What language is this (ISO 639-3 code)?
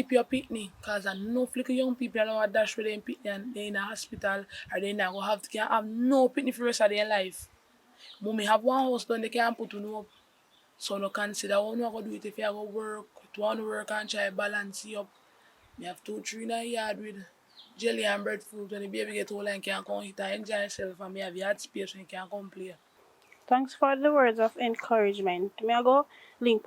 jam